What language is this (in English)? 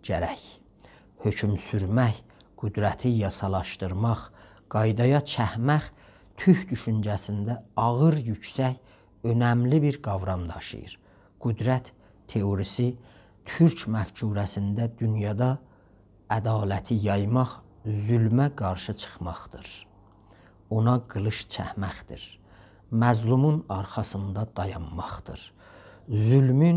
South Azerbaijani